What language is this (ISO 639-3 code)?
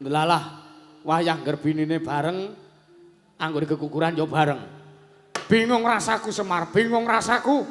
jav